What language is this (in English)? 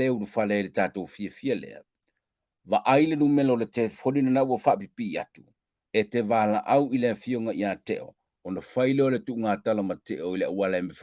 Samoan